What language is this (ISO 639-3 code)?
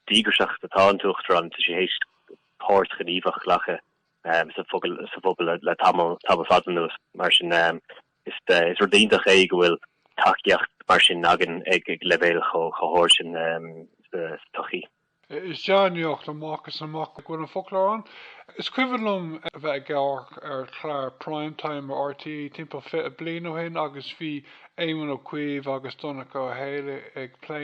gle